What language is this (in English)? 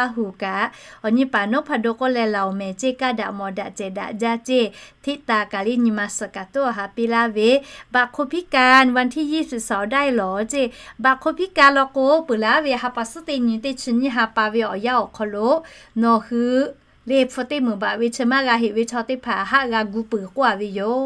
Lahu